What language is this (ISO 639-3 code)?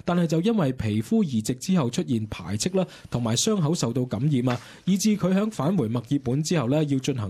yue